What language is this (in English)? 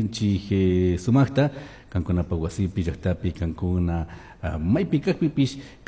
Chimborazo Highland Quichua